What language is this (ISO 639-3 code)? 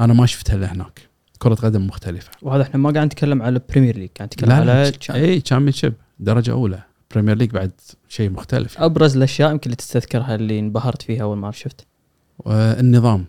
afb